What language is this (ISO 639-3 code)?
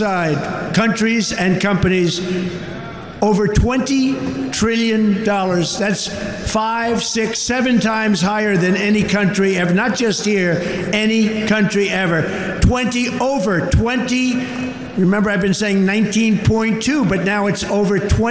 eng